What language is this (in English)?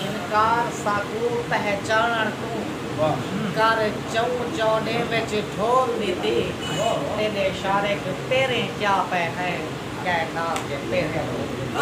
Saraiki